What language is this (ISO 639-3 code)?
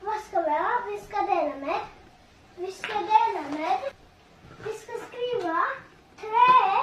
fao